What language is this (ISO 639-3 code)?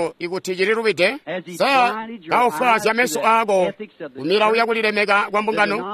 toi